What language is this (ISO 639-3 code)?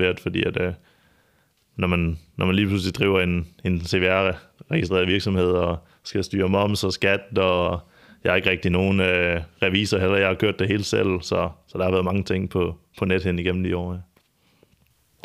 dan